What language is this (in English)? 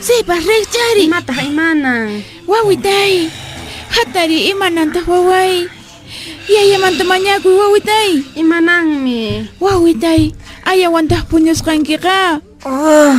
Quechua